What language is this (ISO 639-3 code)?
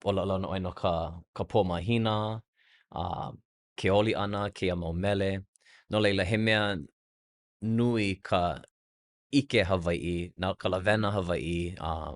haw